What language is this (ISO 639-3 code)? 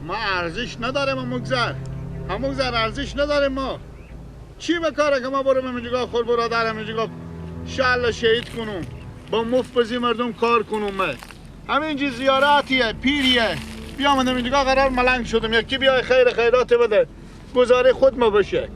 fas